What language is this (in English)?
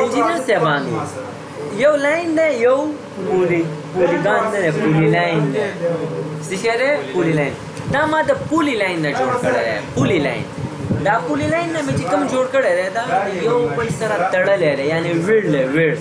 Pashto